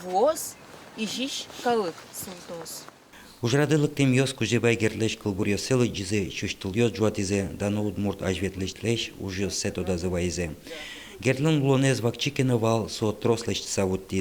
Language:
Udmurt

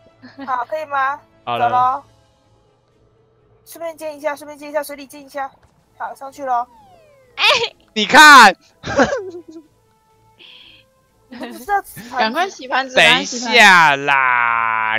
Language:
Chinese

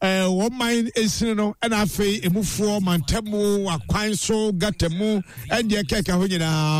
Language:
Akan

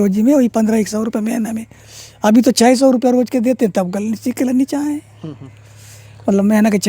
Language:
Chhattisgarhi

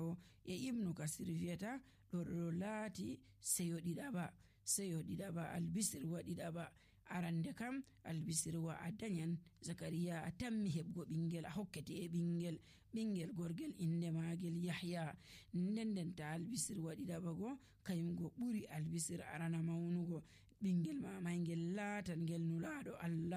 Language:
Nigerian Fulfulde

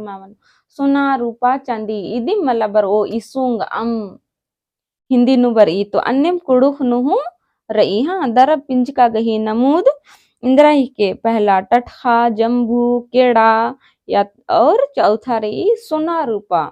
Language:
Kurukh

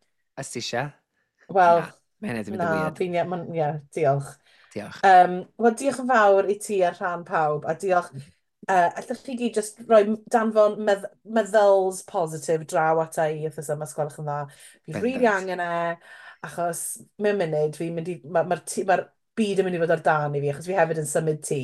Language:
Welsh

